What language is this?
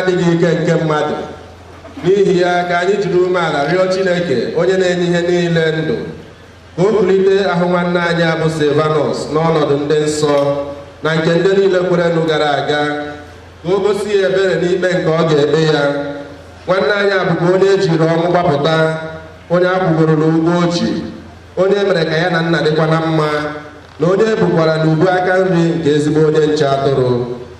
Igbo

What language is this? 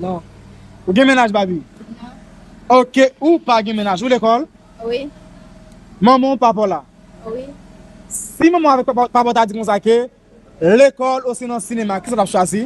Haitian Creole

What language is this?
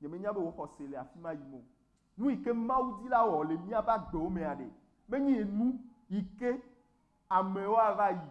Ewe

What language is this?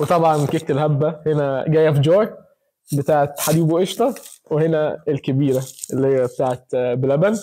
Egyptian Arabic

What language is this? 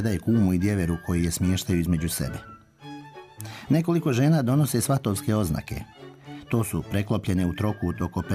Croatian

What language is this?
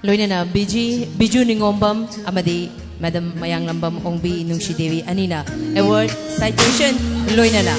Manipuri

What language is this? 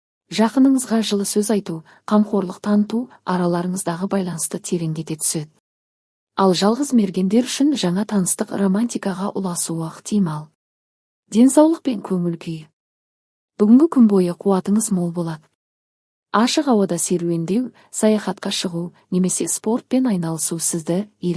Kazakh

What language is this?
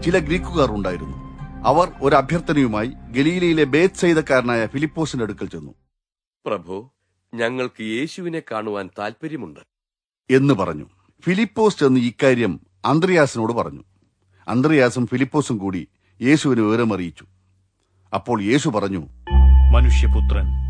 Malayalam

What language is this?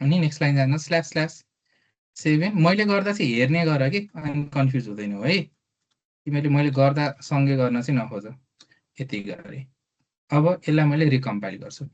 Nepali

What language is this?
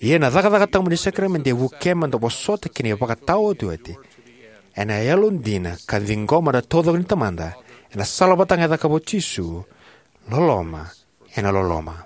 Fijian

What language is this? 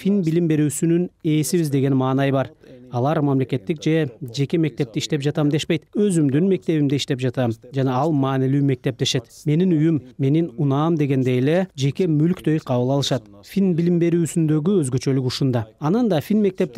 Kyrgyz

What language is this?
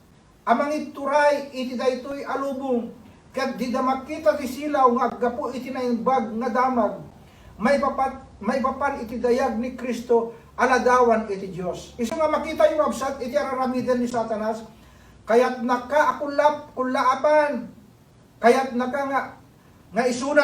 Iloko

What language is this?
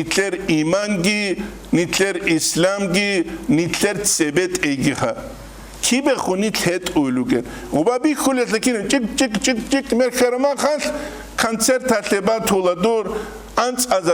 Avaric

